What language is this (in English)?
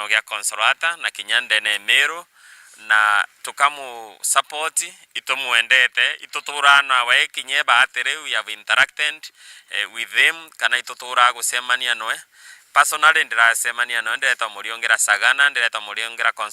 Meru